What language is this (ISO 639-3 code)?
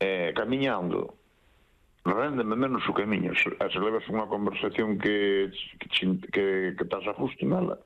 glg